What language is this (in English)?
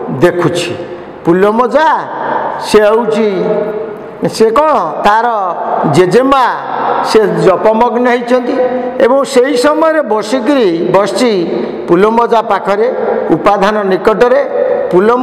Odia